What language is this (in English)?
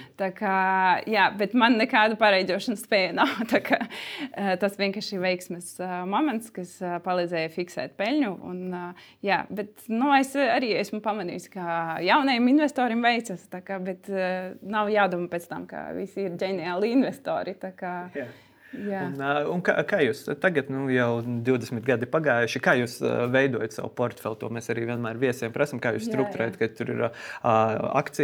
Latvian